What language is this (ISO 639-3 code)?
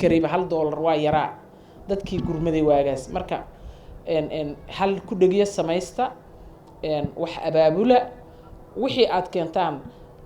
som